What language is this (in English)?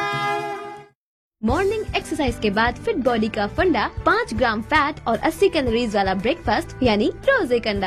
Hindi